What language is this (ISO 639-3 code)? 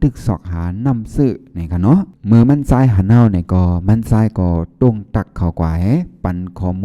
shn